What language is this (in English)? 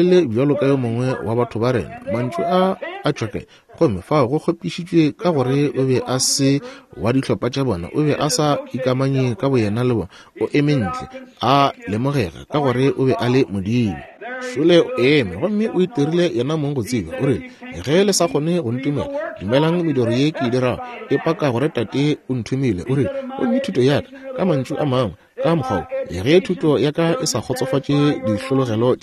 Northern Sotho